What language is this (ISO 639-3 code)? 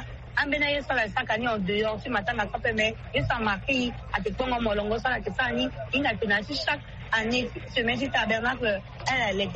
sag